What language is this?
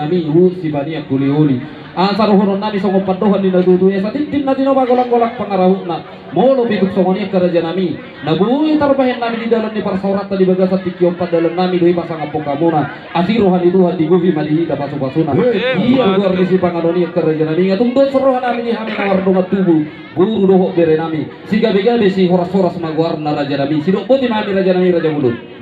Batak Toba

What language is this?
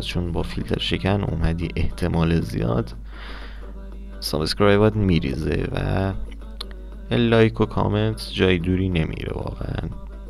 Persian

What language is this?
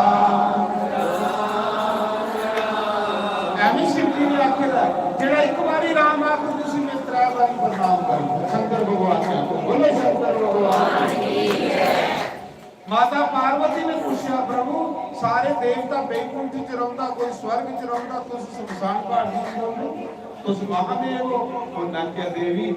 Dogri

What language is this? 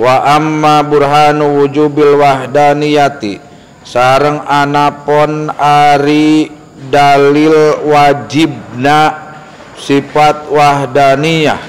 Sundanese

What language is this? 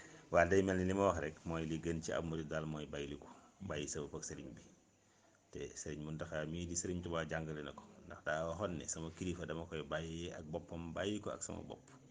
Wolof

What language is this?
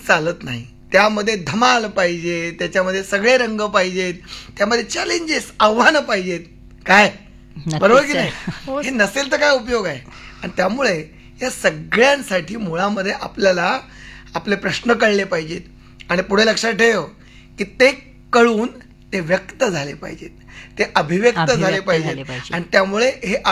Marathi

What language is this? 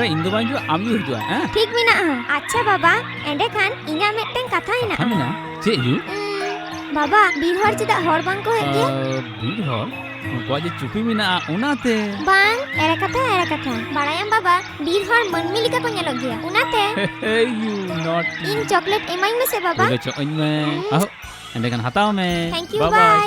Santali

